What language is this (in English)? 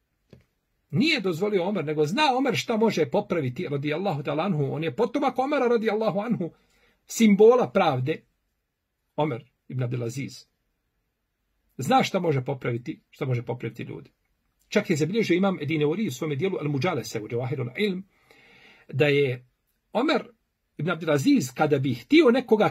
Bosnian